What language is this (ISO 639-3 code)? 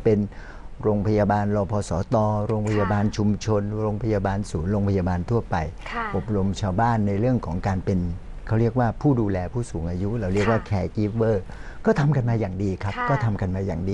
tha